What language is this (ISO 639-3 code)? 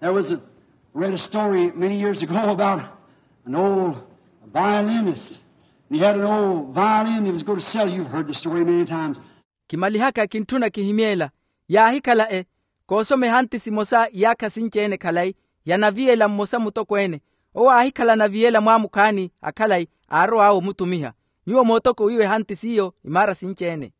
vmw